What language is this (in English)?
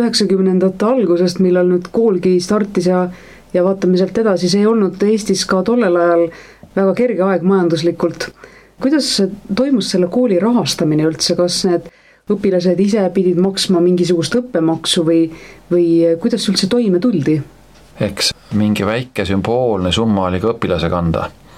Estonian